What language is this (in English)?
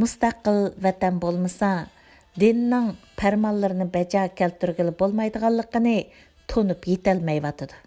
Uyghur